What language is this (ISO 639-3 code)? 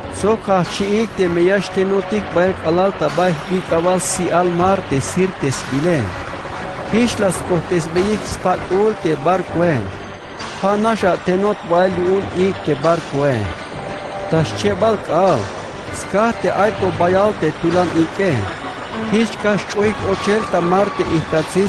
tzh